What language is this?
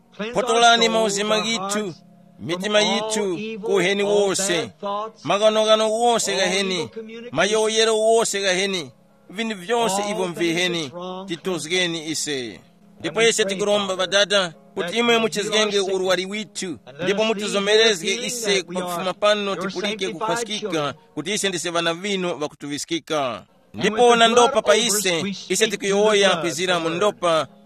Tumbuka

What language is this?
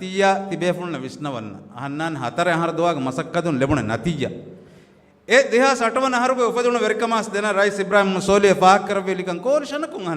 Divehi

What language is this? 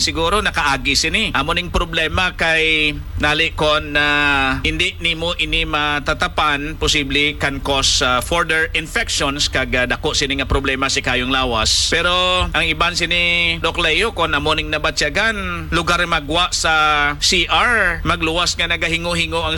Hiligaynon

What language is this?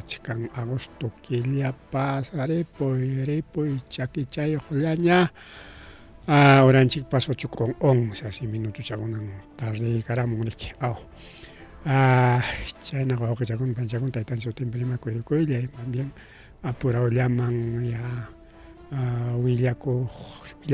Ayacucho Quechua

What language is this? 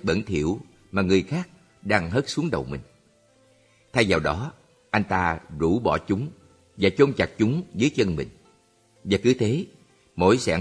Vietnamese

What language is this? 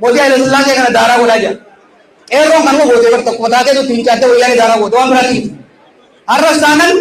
Oromo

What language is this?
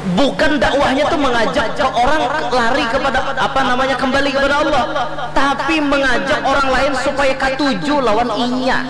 Banjar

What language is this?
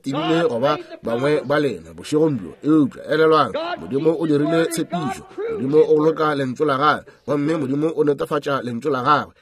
Northern Sotho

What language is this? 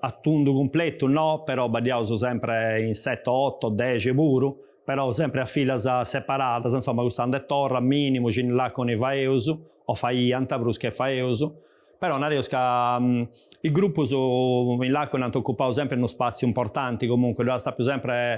Sardinian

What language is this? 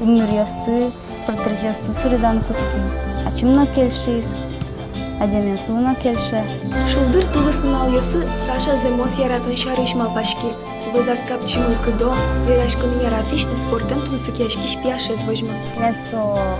Udmurt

